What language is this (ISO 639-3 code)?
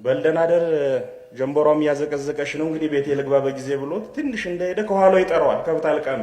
amh